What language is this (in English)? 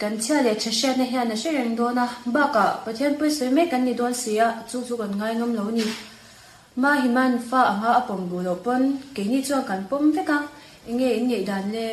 Mizo